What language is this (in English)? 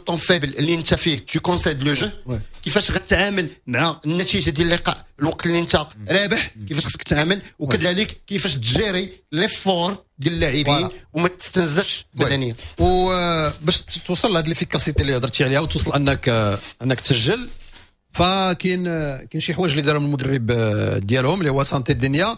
Moroccan Arabic